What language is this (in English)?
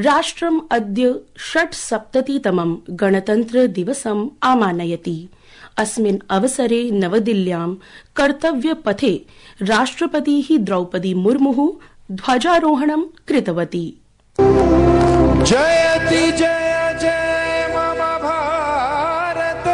Sanskrit